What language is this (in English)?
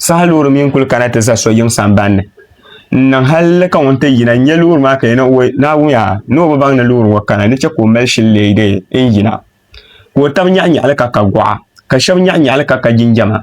Dagbani